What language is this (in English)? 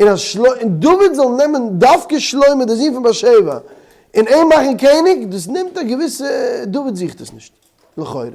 Yiddish